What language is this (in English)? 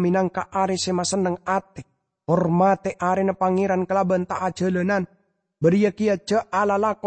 Madurese